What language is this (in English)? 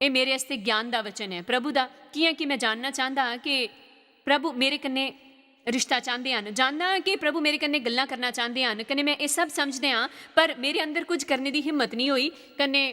Dogri